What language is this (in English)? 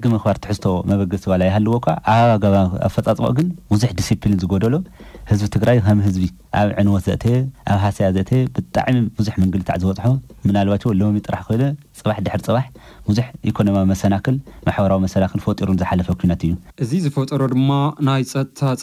Tigrinya